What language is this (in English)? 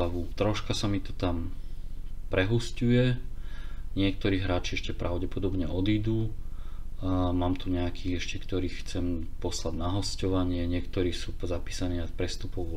Slovak